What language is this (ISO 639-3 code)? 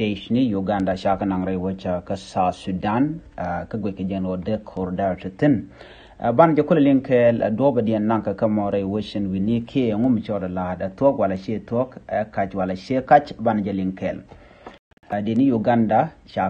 nus